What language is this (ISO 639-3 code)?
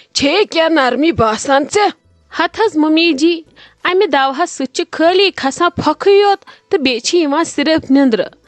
kas